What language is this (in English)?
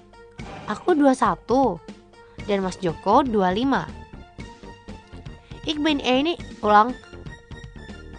Indonesian